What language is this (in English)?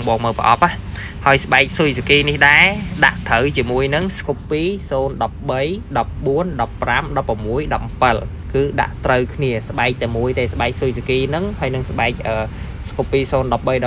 Khmer